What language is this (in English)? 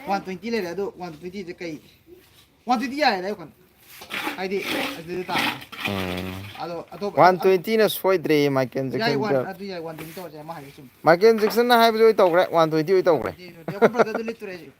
Manipuri